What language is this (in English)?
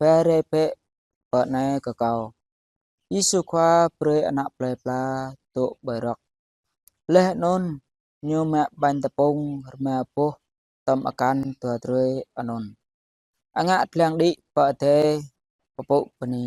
Jarai